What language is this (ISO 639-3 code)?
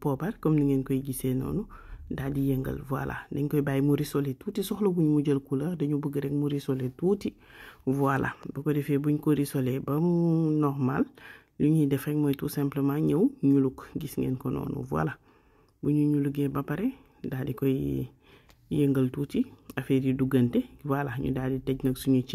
wol